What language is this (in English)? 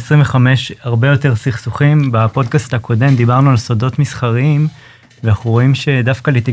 Hebrew